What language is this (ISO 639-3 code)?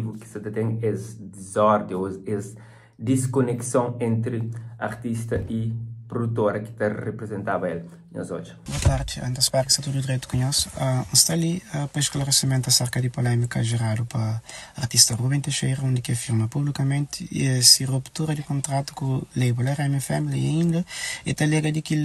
kea